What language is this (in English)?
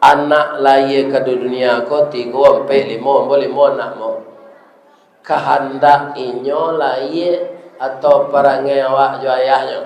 Minangkabau